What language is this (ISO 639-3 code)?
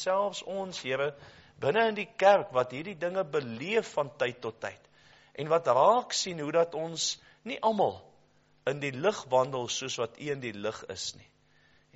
afr